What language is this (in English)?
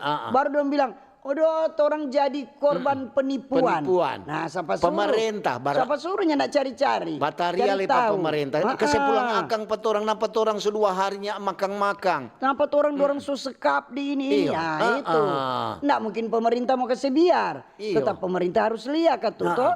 Manado Malay